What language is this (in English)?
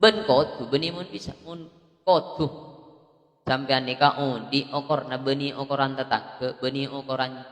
Madurese